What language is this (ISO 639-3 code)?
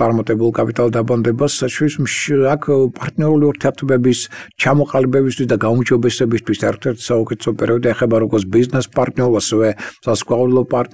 kat